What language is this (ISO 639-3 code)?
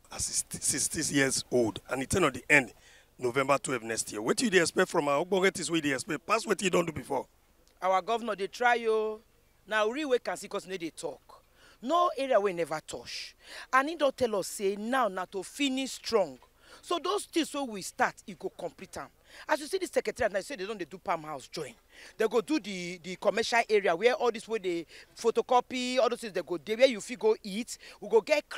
pcm